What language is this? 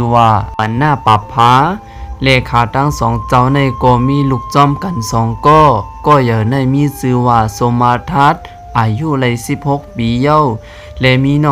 Shan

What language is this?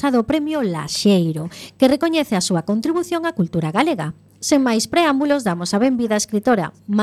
Galician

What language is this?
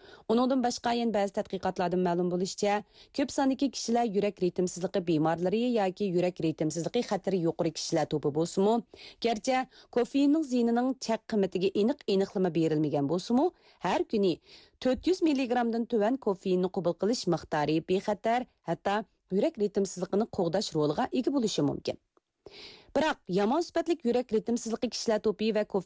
Uyghur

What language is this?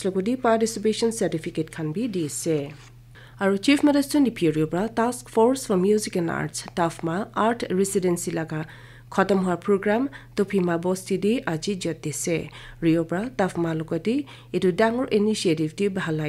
Naga Pidgin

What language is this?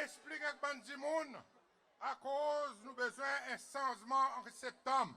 Seselwa Creole French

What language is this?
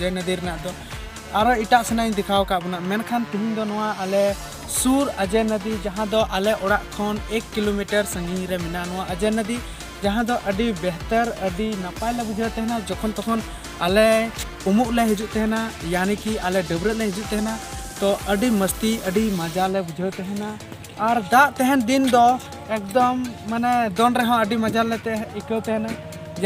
Santali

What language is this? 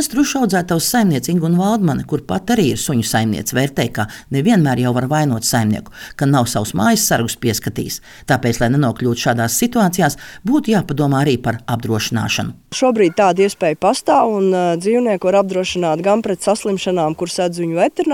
Latvian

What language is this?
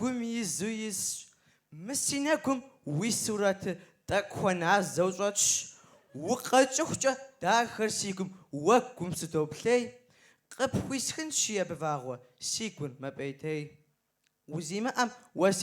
Kabardian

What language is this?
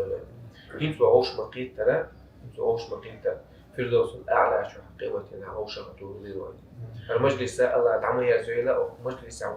Chechen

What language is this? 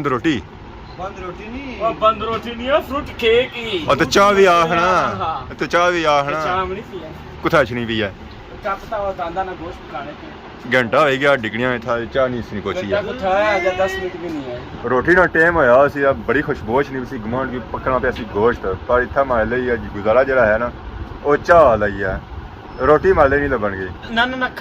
Pahari-Potwari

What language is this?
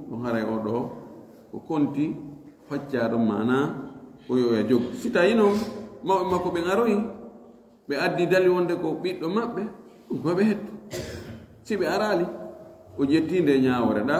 Fula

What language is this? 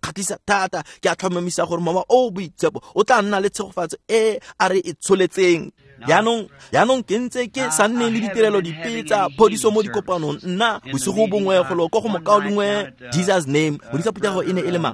Tswana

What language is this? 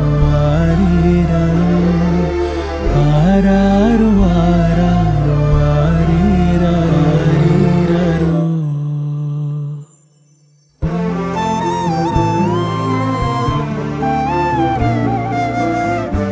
Kannada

